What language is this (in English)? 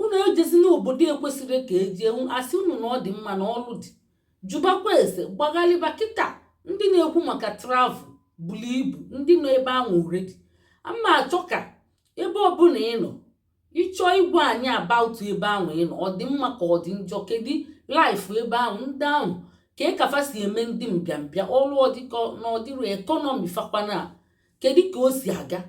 Igbo